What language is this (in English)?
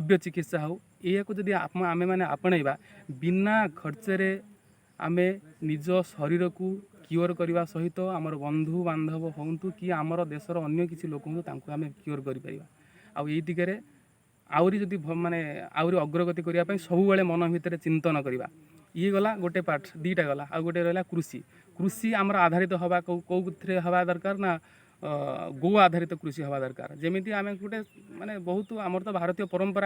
Odia